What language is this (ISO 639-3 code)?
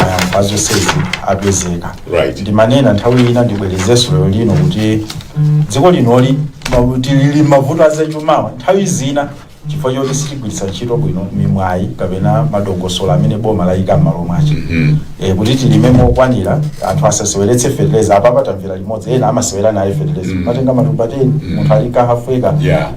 nya